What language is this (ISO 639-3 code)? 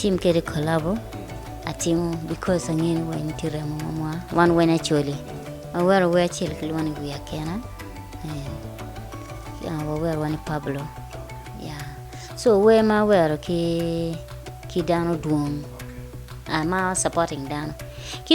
ach